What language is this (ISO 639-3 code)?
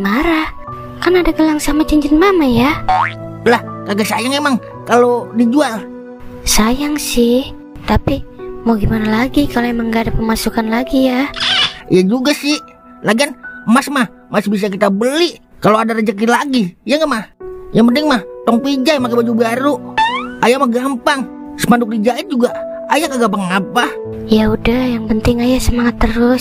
bew